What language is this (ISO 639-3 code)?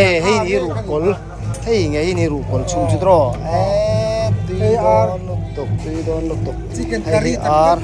lus